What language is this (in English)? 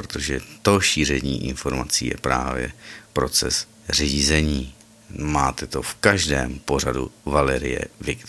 Czech